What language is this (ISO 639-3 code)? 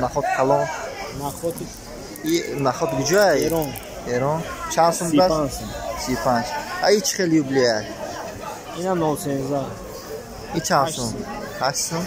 tgk